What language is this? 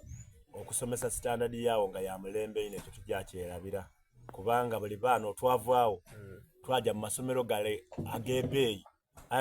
Soga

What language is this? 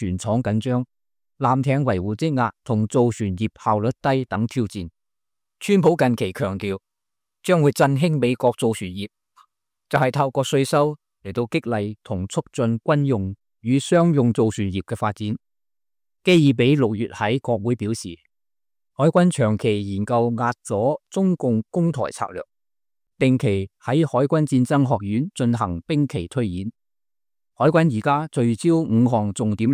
Cantonese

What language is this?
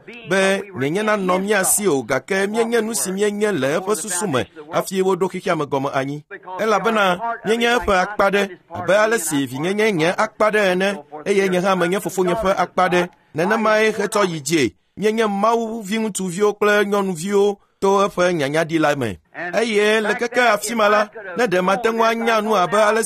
Ewe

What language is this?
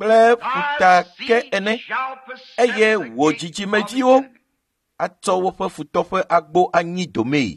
Ewe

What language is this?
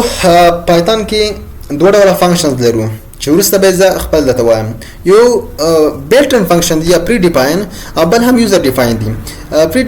Pashto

